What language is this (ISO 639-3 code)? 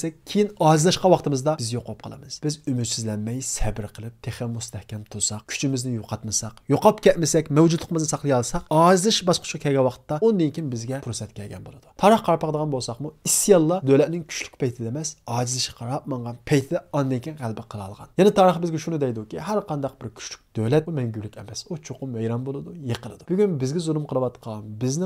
uig